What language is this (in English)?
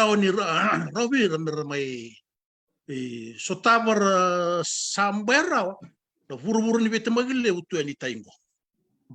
Fijian